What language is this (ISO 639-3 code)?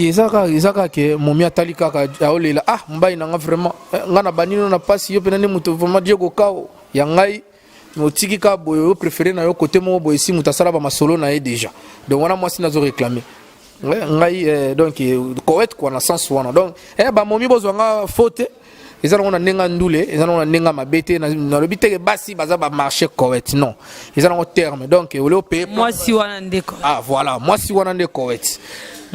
lin